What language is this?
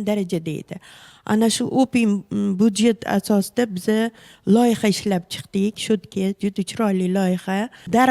Uzbek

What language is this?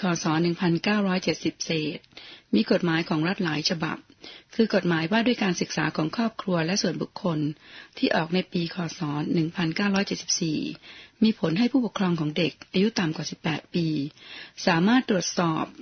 Thai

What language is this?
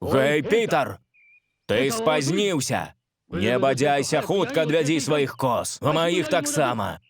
Belarusian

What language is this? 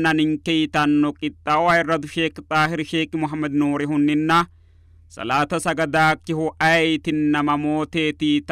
Sidamo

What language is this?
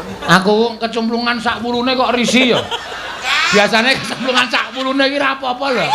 Javanese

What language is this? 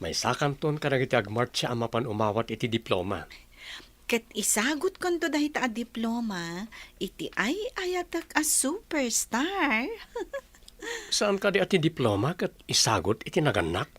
Iloko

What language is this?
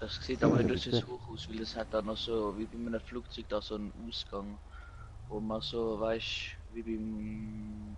Swiss German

